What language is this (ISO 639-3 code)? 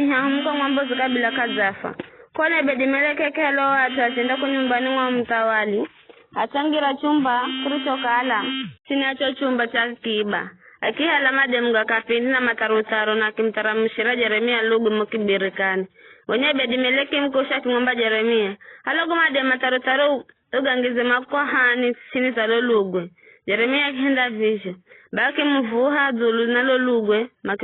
nyf